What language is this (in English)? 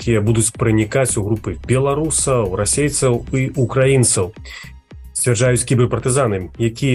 Belarusian